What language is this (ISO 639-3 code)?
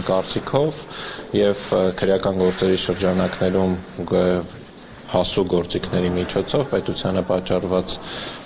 hye